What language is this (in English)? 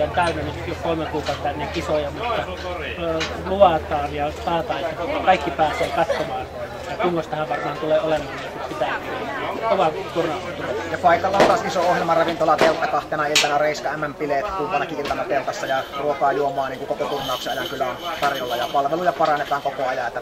Finnish